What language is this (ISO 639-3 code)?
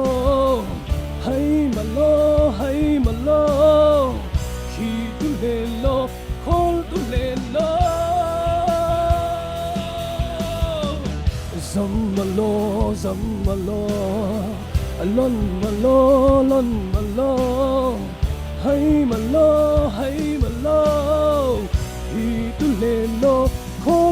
cfm